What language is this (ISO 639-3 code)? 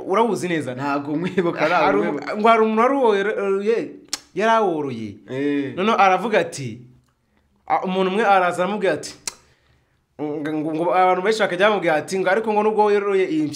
kin